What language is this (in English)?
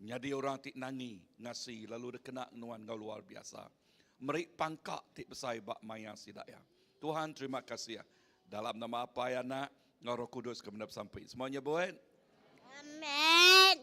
Iban